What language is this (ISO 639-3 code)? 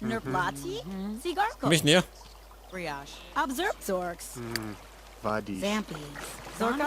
bar